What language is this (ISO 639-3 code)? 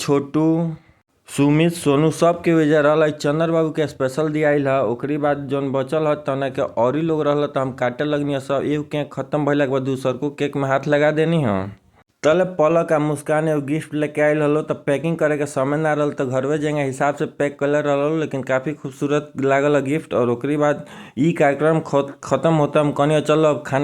bho